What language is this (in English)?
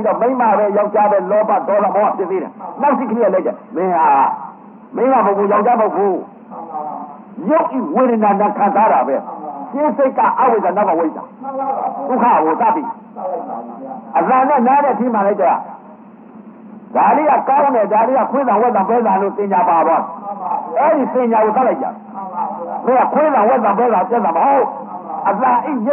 Burmese